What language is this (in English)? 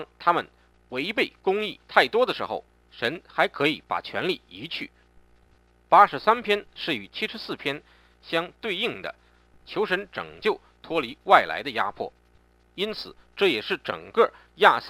Chinese